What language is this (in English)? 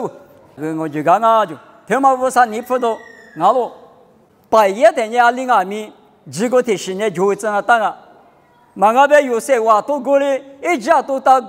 Lisu